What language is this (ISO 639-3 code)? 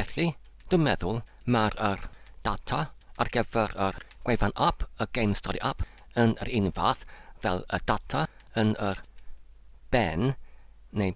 cym